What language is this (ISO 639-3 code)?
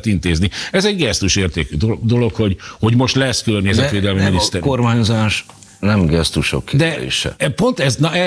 hun